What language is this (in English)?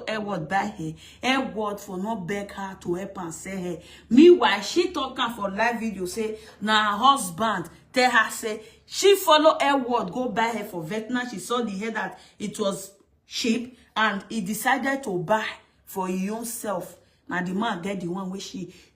Nigerian Pidgin